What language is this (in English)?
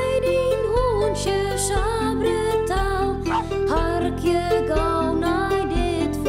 Western Frisian